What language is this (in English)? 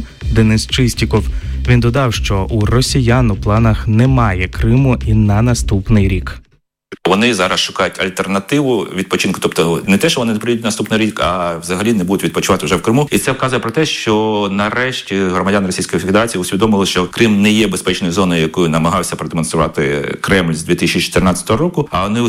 Ukrainian